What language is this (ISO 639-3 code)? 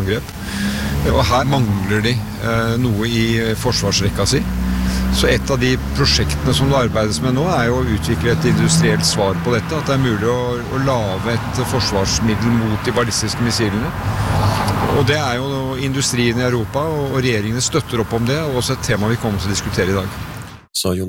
nor